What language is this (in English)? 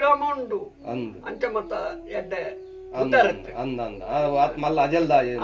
Tulu